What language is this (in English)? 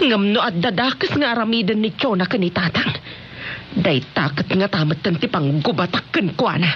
Iloko